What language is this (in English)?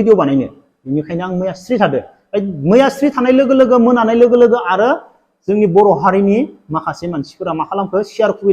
Bodo